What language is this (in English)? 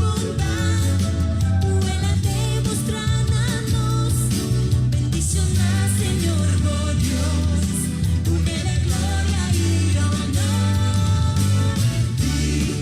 Papiamento